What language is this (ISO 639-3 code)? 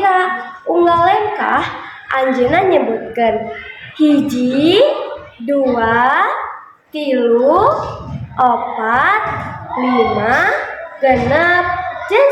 sun